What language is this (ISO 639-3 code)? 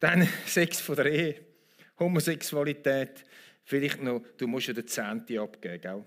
gsw